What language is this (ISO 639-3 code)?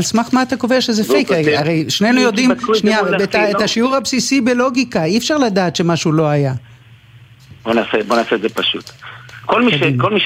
heb